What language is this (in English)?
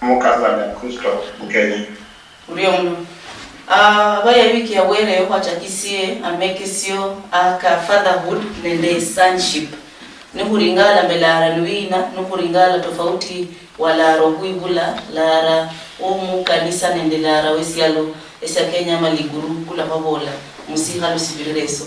Luyia